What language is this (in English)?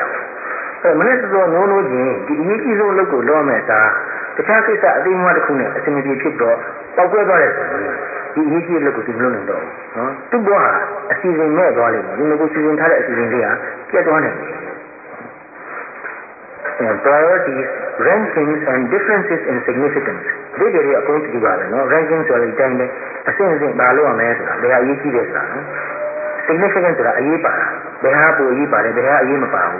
Burmese